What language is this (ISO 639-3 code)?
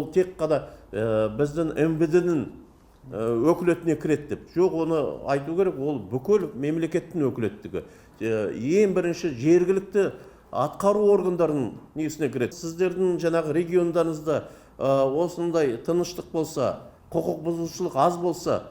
kaz